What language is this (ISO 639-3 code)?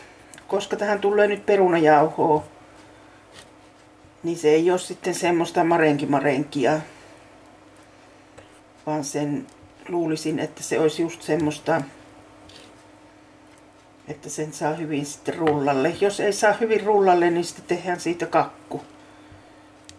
fin